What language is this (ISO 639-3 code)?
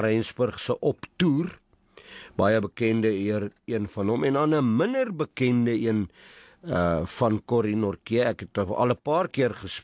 afr